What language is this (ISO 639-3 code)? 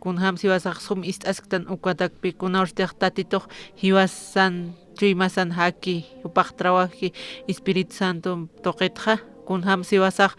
aym